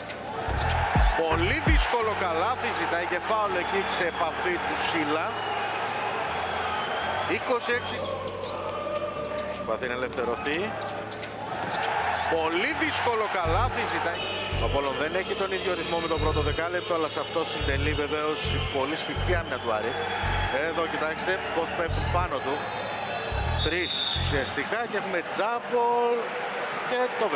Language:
Greek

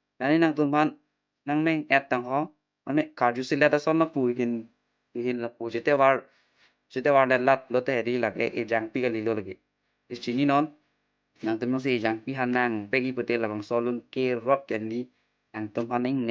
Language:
Karbi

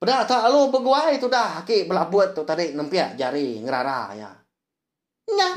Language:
Iban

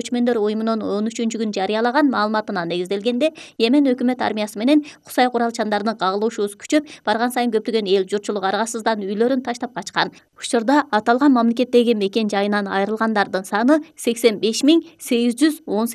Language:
Kyrgyz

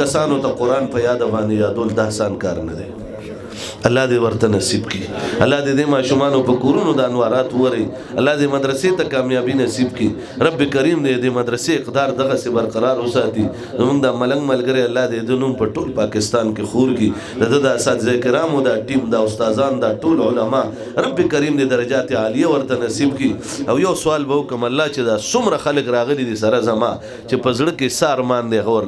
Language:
Pashto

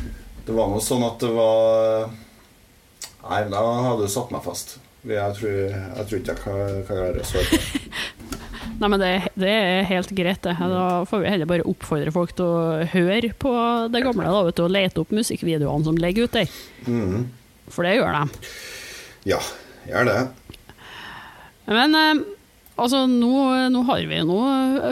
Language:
Norwegian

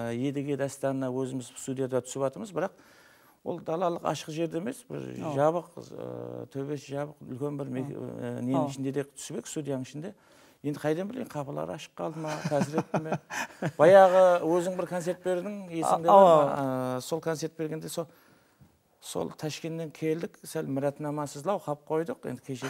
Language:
Kara-Kalpak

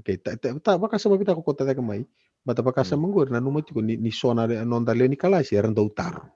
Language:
Fijian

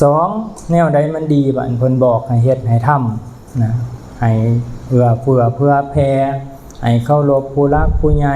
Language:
Lao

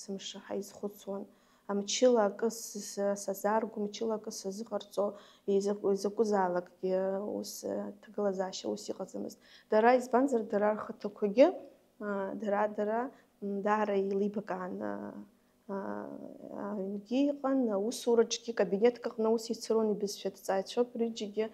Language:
Abkhazian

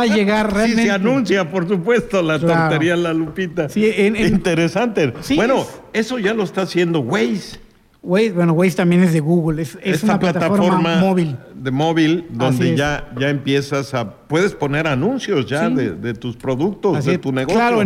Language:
Spanish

